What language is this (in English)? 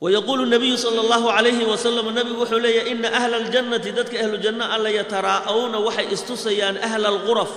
Somali